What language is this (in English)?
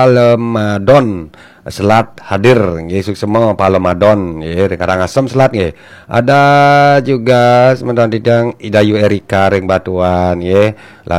Balinese